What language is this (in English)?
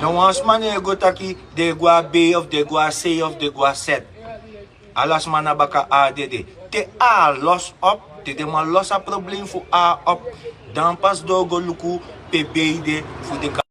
Sranan Tongo